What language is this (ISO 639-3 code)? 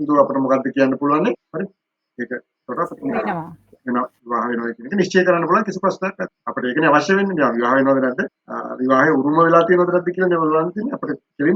sin